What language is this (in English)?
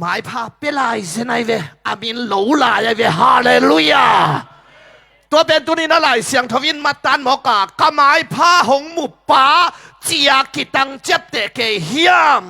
Tedim Chin